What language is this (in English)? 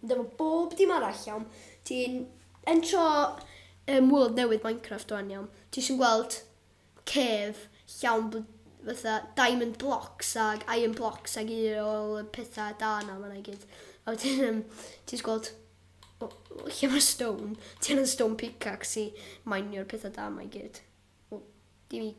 Welsh